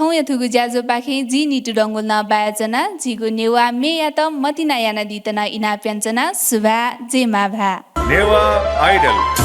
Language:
Newari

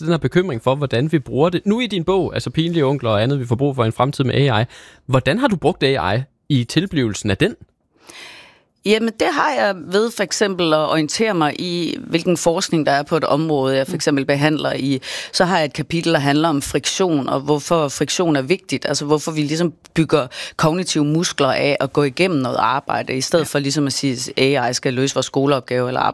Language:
Danish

